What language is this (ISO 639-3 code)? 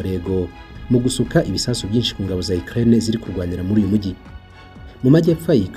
kin